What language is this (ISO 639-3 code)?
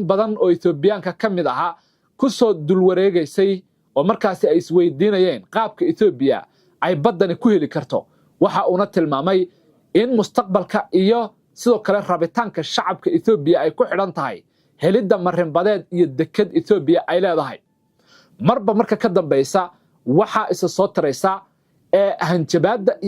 som